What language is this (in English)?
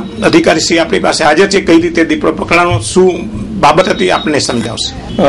Gujarati